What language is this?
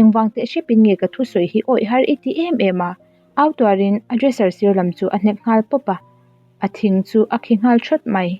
Mizo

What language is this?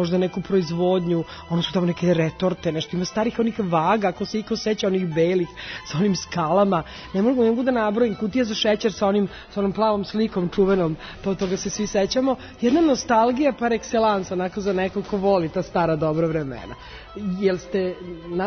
Serbian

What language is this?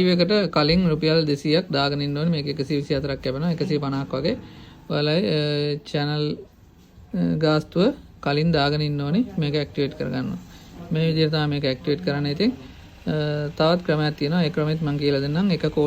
Sinhala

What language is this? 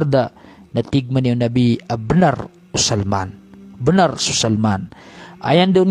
Maranao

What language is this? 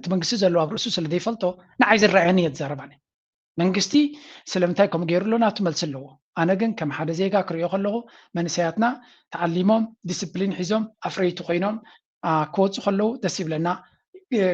Tigrinya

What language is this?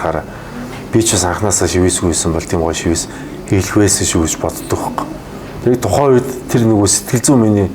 Mongolian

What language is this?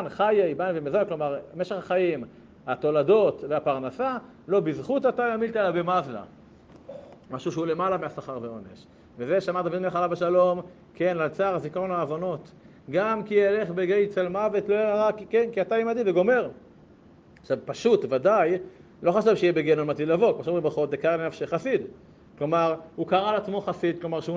Hebrew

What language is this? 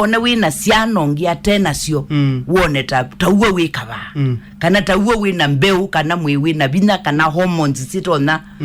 Kamba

